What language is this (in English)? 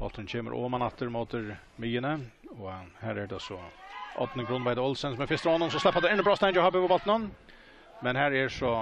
Faroese